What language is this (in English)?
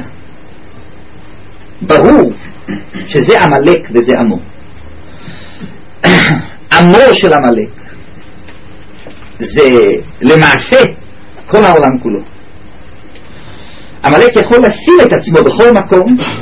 Hebrew